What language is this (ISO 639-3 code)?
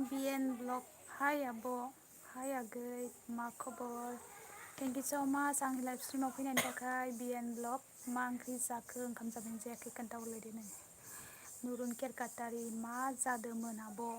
brx